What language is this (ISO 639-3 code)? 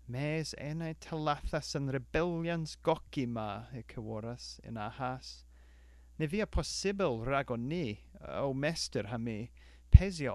cor